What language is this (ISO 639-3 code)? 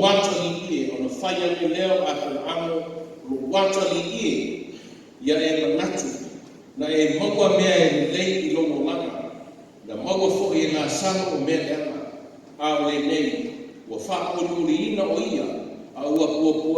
smo